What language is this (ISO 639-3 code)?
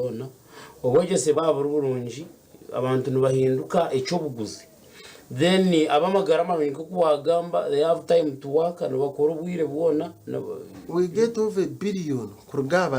nyn